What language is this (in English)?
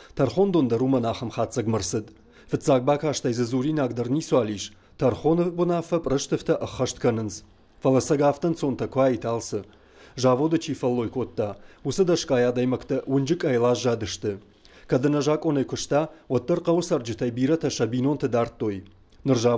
Ossetic